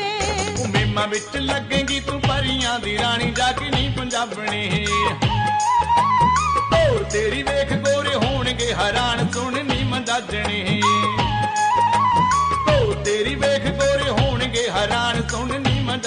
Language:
Punjabi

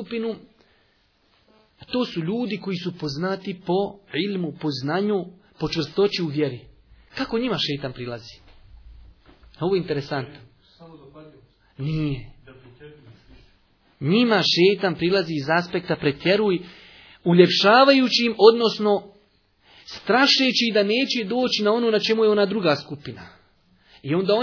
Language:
Bosnian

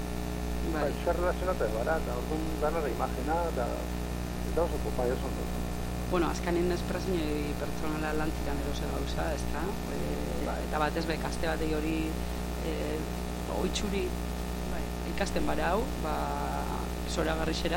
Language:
Basque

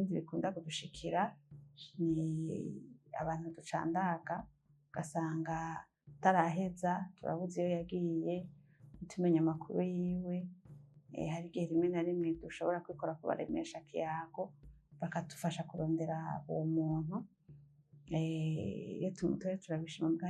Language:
Rundi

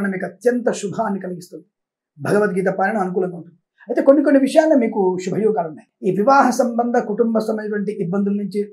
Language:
Telugu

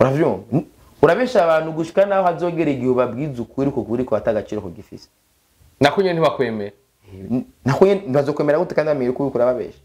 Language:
Rundi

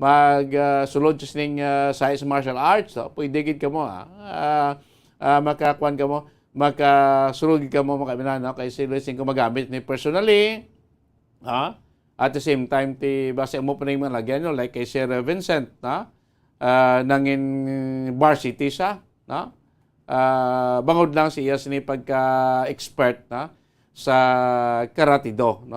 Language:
Hiligaynon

